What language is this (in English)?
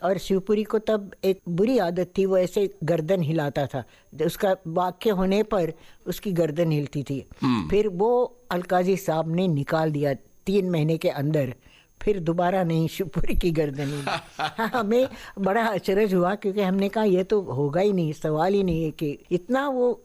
Hindi